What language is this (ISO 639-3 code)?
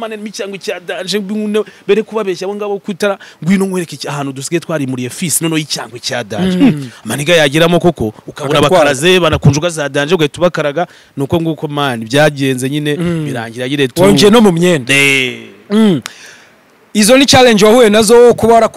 kin